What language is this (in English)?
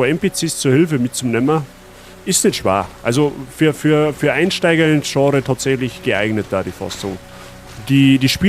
Bavarian